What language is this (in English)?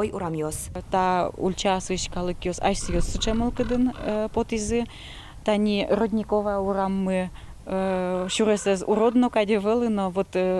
Udmurt